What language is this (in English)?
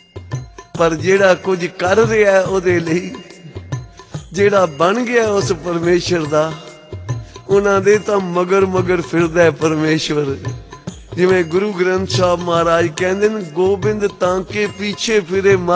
Punjabi